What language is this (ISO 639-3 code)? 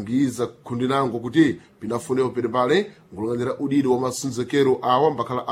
seh